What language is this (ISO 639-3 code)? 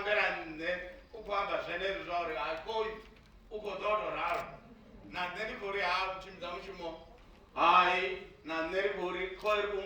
ven